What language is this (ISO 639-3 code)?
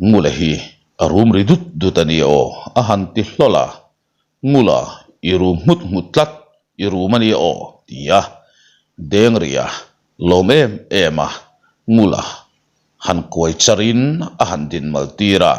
lus